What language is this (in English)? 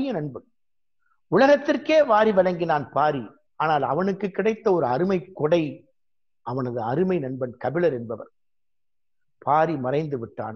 Tamil